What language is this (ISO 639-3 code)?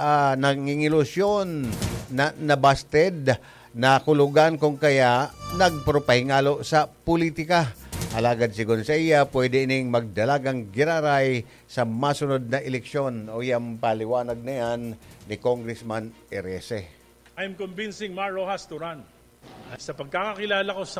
bik